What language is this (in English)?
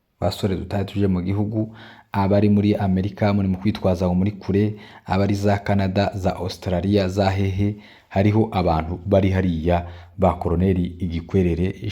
Kinyarwanda